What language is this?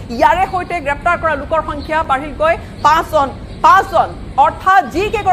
Assamese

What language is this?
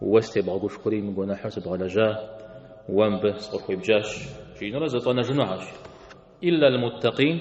Kabardian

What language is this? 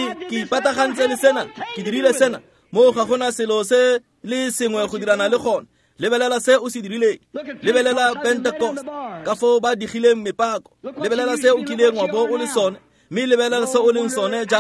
Tswana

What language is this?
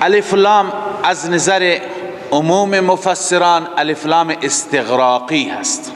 Persian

